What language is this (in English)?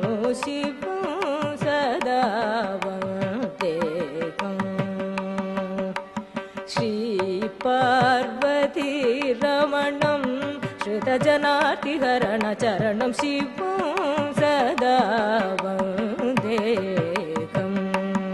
Sanskrit